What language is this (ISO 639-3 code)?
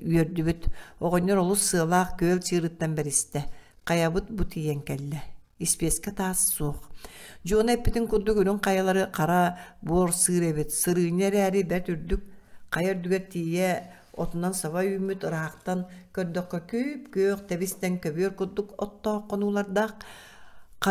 sah